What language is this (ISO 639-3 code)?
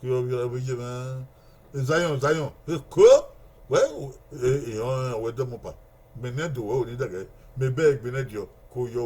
bin